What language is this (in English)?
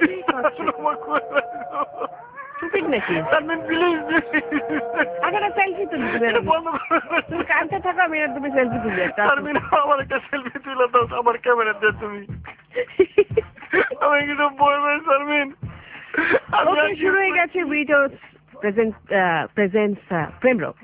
Bangla